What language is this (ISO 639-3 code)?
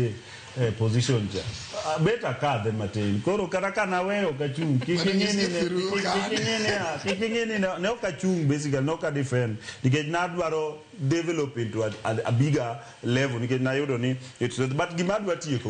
luo